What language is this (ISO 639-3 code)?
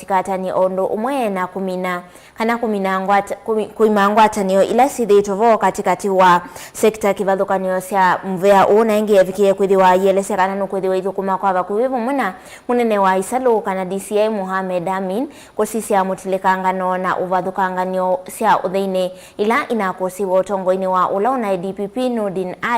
kam